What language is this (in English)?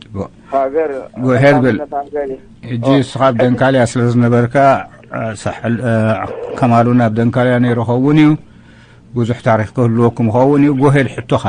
Tigrinya